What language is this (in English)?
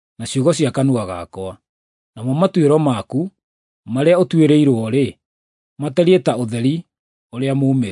Kikuyu